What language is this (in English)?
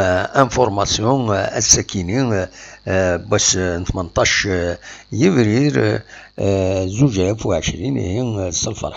Kabyle